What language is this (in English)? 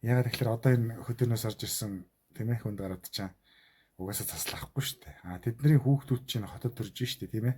Mongolian